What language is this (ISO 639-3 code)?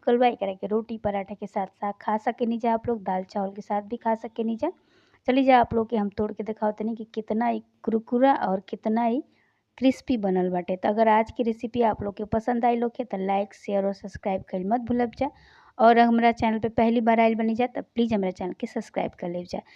bho